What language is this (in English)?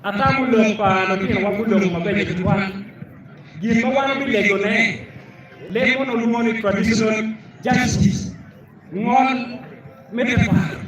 Acoli